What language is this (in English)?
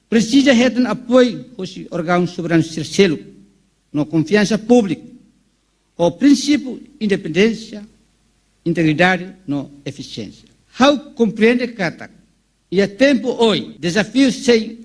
Tetum